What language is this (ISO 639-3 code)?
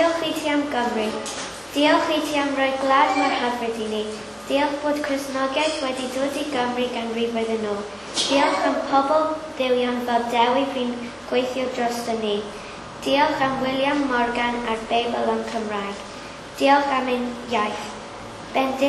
cym